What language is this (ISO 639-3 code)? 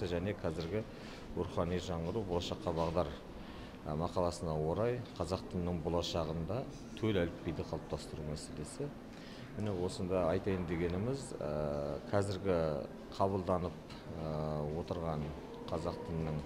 kaz